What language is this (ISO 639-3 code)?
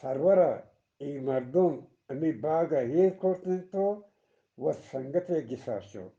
bgp